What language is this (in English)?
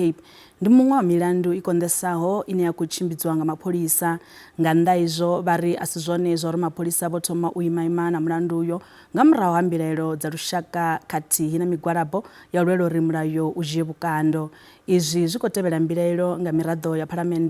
Venda